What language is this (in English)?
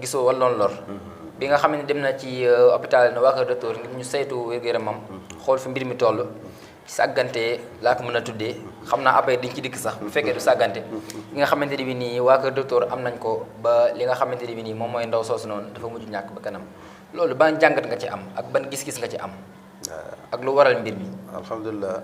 Wolof